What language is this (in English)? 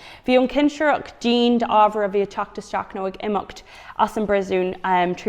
Irish